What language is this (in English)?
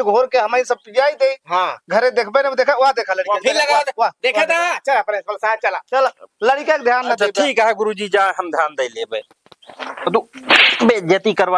Awadhi